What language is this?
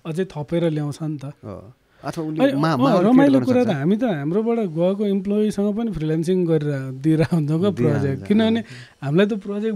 Nepali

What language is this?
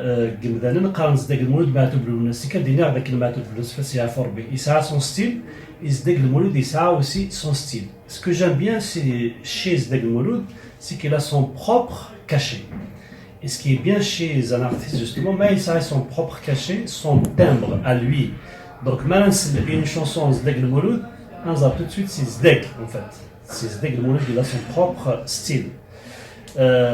Kabyle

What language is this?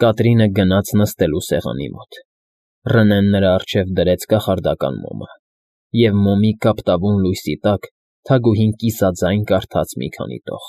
Armenian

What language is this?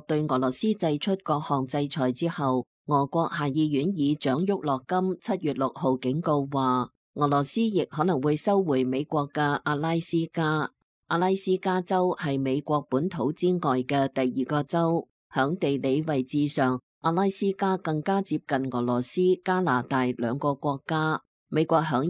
Cantonese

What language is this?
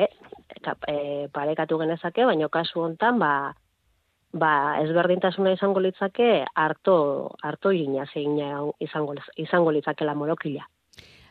Basque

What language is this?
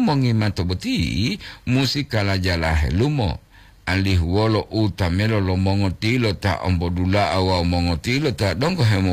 Gorontalo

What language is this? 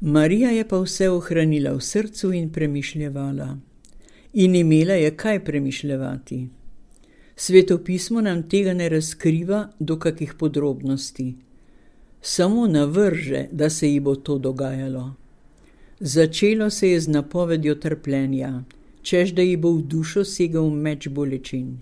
Slovenian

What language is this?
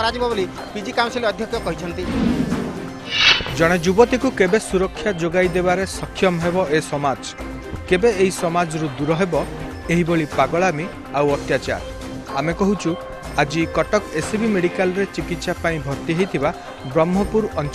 Odia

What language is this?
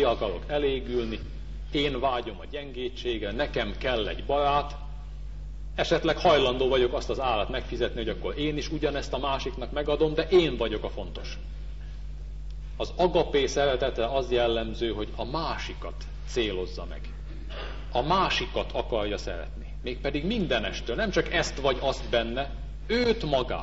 Hungarian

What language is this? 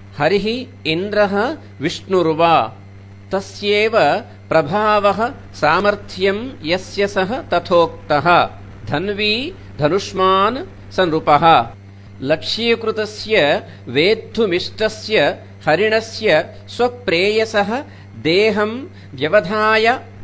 Sanskrit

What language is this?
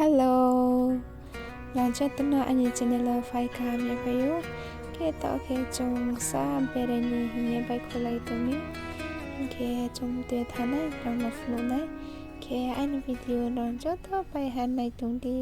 Riang (India)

